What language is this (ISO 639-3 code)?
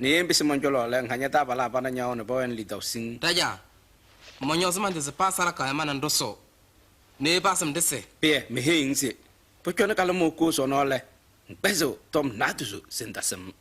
kbp